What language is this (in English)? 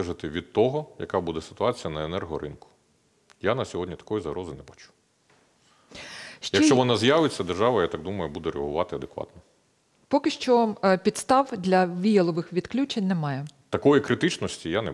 Ukrainian